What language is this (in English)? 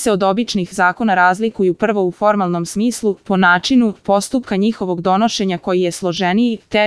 Serbian